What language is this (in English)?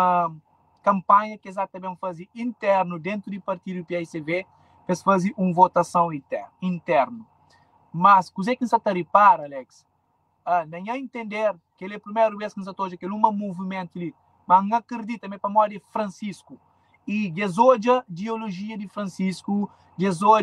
Kabuverdianu